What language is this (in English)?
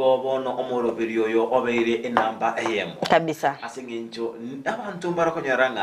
Gusii